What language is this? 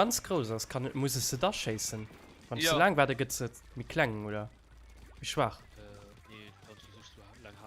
Luxembourgish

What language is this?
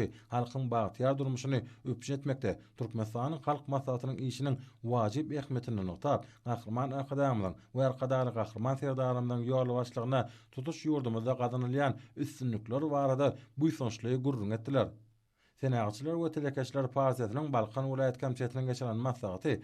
Turkmen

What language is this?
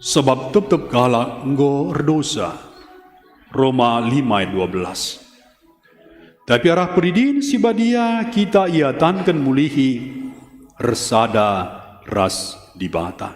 Batak Karo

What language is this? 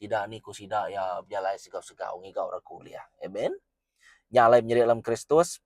Iban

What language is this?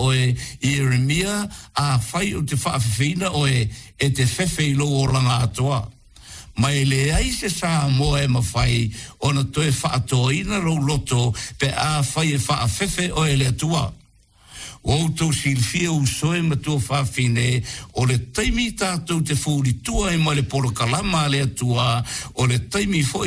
Samoan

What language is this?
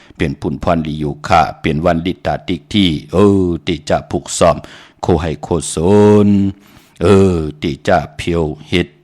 Shan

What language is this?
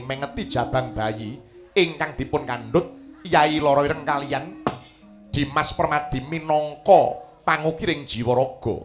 Javanese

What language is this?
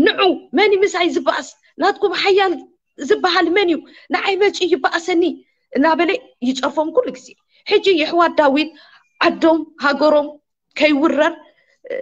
Tigrinya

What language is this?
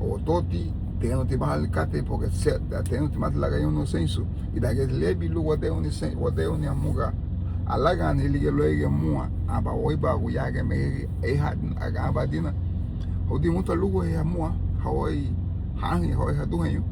Garifuna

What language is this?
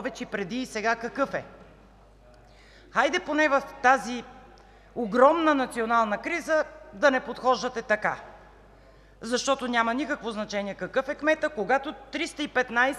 Bulgarian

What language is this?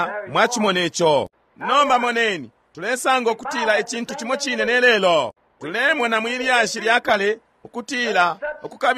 Bemba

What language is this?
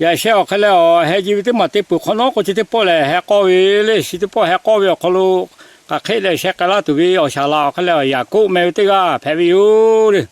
Lahu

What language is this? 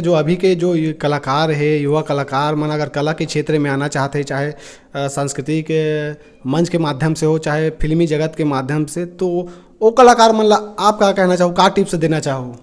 Chhattisgarhi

